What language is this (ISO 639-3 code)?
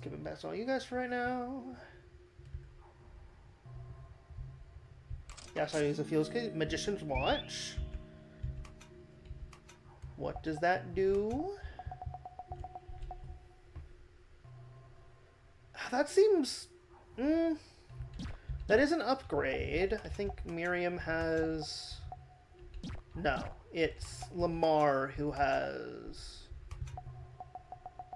eng